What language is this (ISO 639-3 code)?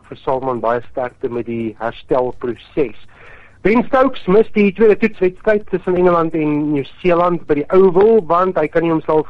afr